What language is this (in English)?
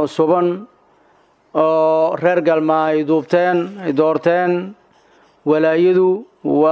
Somali